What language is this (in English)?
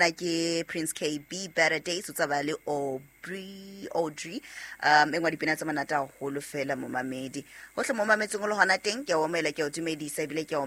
Southern Sotho